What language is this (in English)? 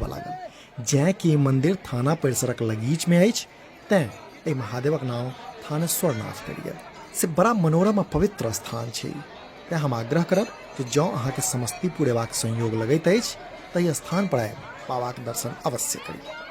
Maithili